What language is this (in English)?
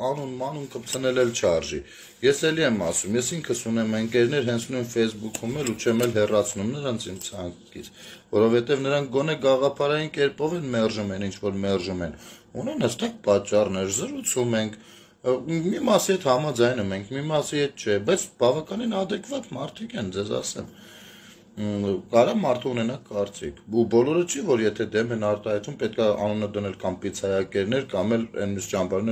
Armenian